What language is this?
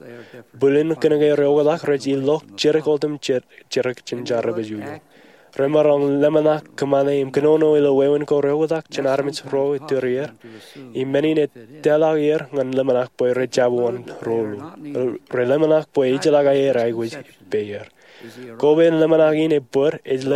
Marshallese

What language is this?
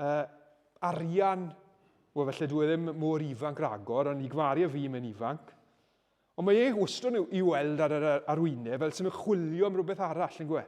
Welsh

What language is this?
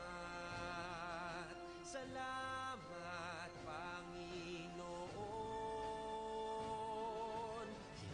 Pampanga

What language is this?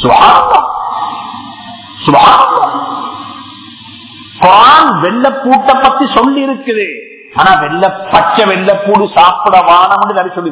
Tamil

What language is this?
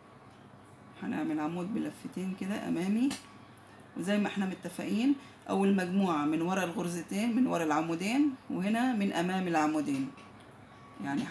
Egyptian Arabic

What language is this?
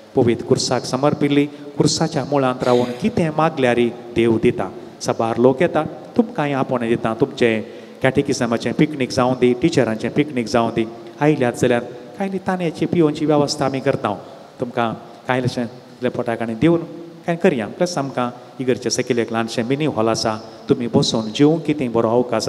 Konkani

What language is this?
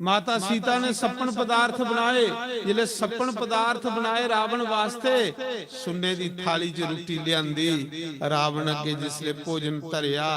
Dogri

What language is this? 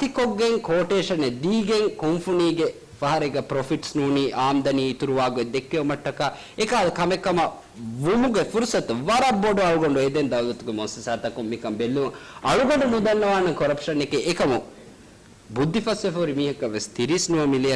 Divehi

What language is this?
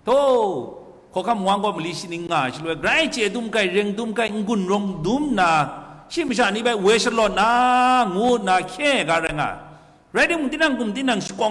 Kachin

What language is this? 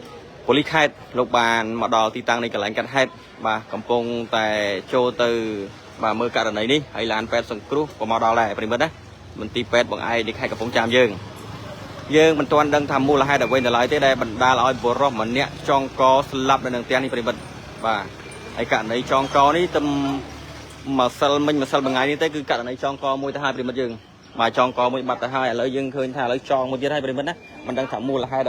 Khmer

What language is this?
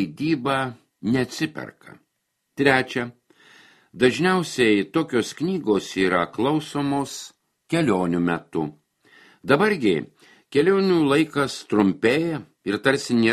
Lithuanian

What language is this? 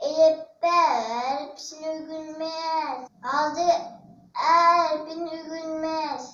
Uyghur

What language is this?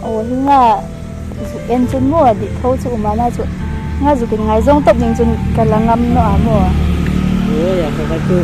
Hmar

